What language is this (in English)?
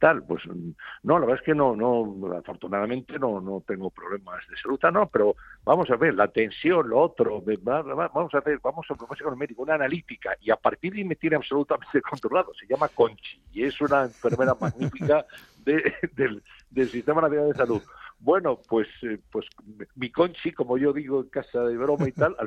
Spanish